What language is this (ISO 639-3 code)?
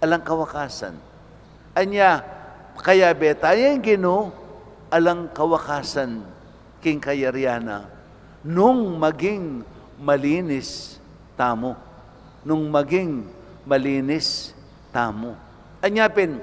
pam